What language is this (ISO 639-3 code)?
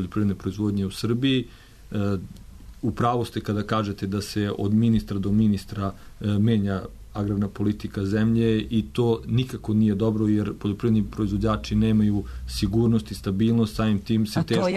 srp